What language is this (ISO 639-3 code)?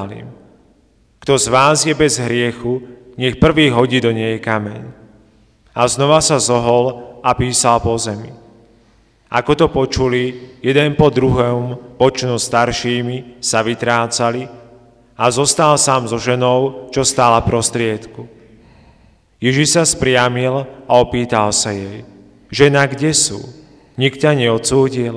slk